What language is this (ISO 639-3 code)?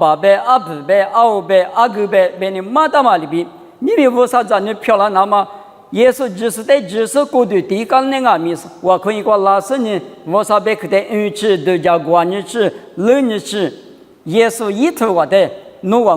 lis